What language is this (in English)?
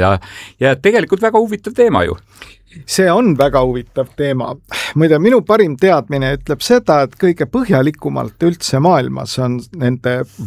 Estonian